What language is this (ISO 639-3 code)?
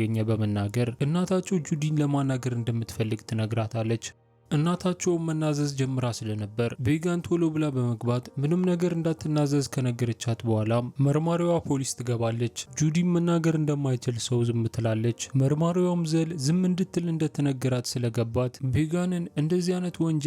amh